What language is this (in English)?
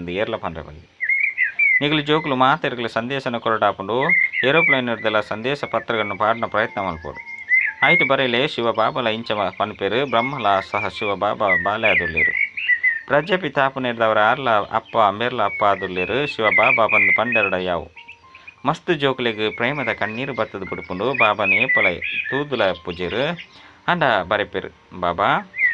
Tulu